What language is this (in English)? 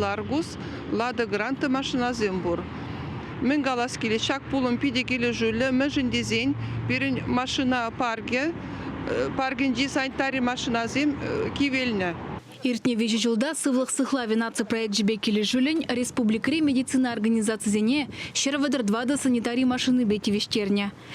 Chuvash